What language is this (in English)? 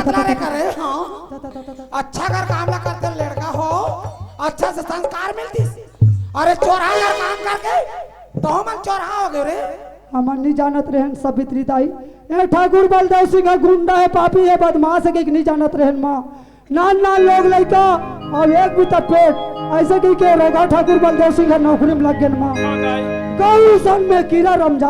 Chhattisgarhi